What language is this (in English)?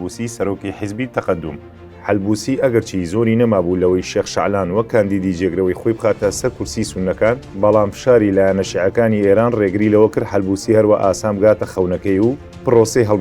Central Kurdish